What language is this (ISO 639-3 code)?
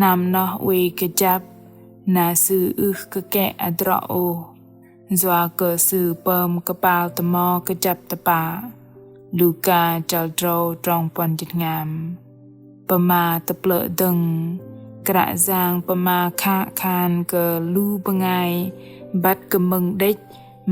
bdq